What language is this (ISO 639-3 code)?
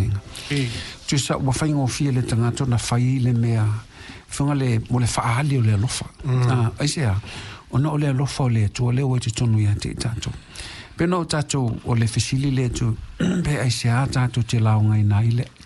smo